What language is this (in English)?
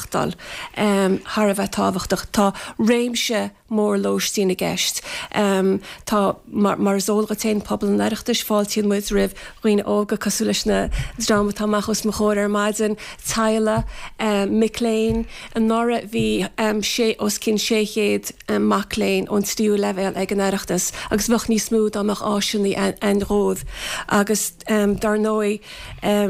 Irish